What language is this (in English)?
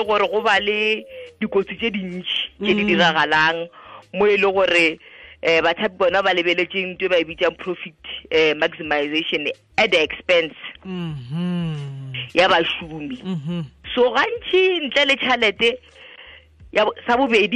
Tswana